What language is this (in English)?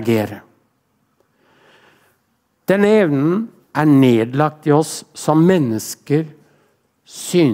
Norwegian